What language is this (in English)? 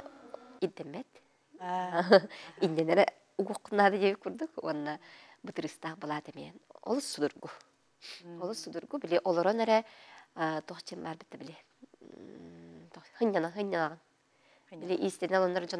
Yakut